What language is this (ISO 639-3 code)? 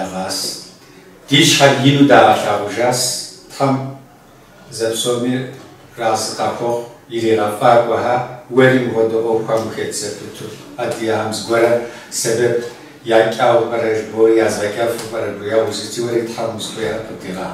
kbd